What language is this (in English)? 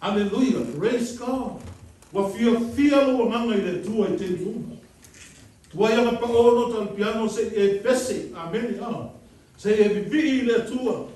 Samoan